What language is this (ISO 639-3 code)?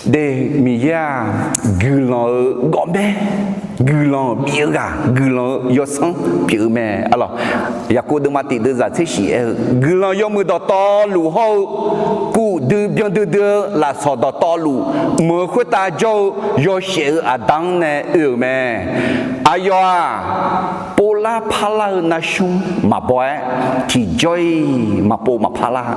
ahk